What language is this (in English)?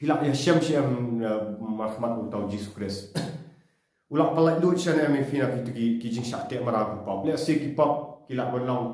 Khasi